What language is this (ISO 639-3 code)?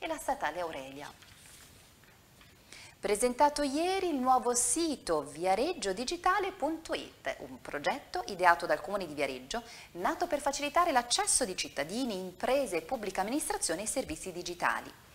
ita